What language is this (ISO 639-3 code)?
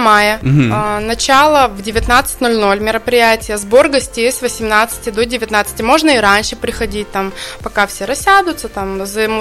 rus